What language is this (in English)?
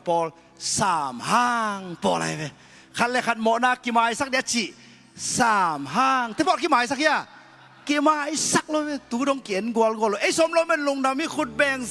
Tedim Chin